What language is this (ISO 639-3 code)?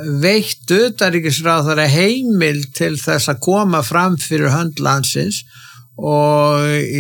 isl